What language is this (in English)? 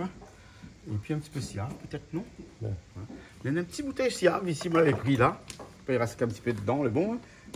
Réunion Creole French